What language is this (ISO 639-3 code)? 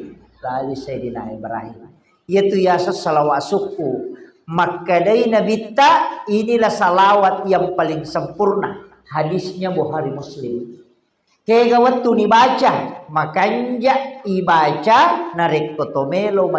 bug